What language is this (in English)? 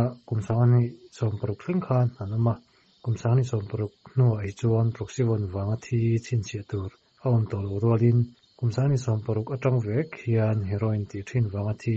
Mizo